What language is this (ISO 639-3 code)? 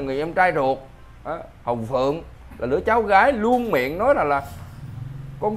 vie